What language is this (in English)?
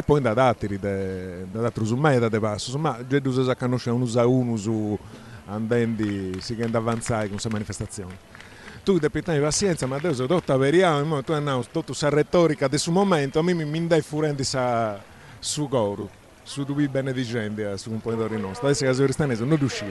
Sardinian